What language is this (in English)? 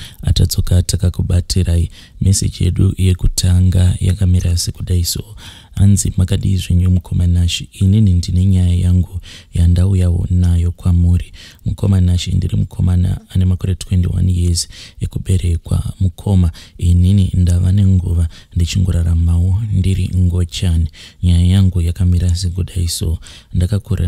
Shona